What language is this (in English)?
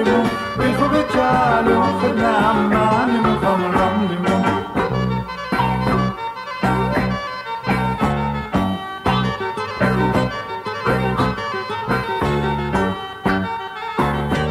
Persian